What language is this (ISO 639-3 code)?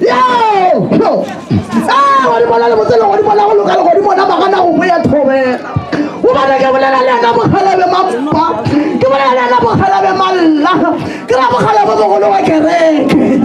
nso